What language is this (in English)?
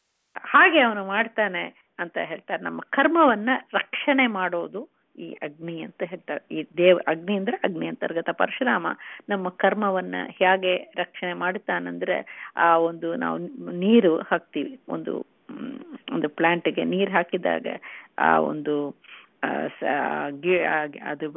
Kannada